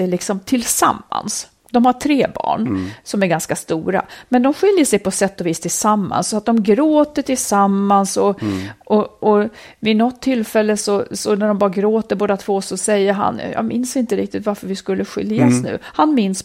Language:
Swedish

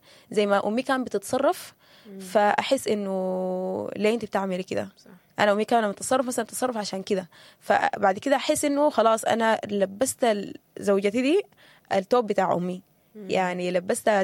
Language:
Sudanese Arabic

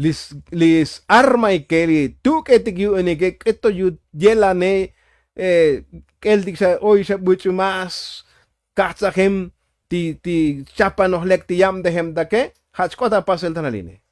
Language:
Tzotzil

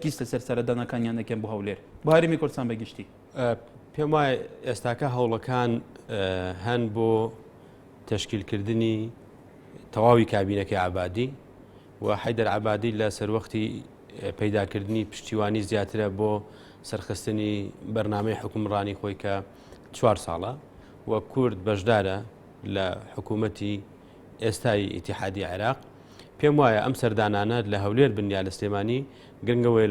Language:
Central Kurdish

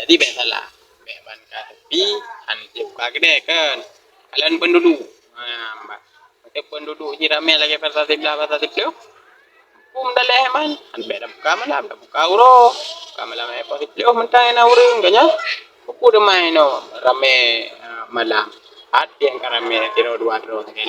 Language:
Achinese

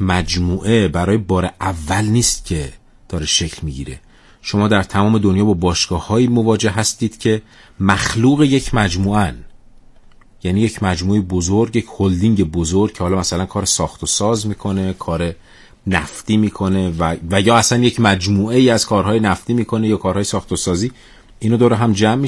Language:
Persian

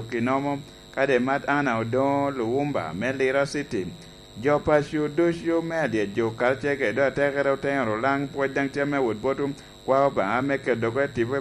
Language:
Lango (Uganda)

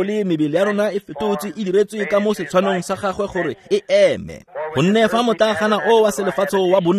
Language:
Tswana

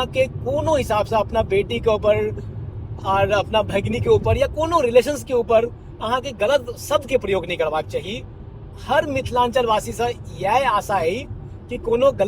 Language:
Maithili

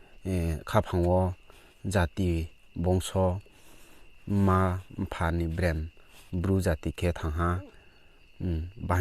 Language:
Riang (India)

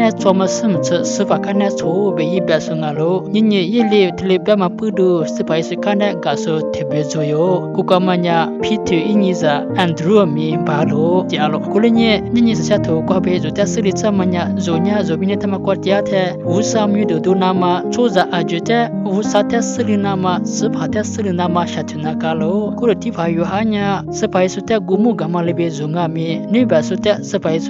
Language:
Lisu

